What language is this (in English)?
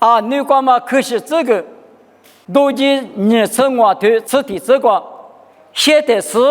Lisu